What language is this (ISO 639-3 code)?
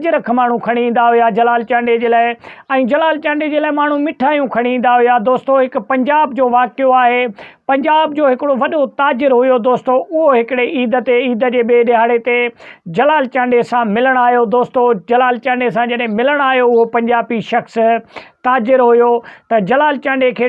snd